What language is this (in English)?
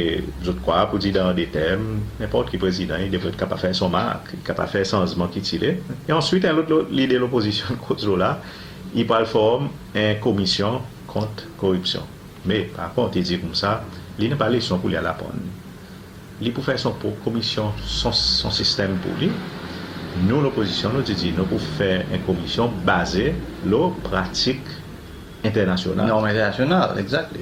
Seselwa Creole French